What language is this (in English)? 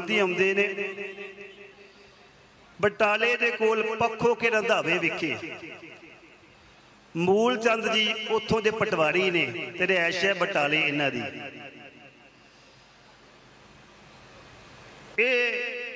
Punjabi